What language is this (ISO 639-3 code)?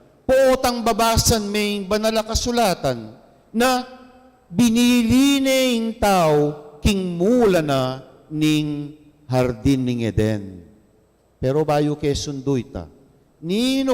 pam